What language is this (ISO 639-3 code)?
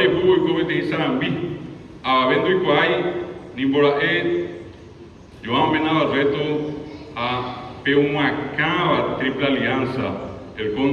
grn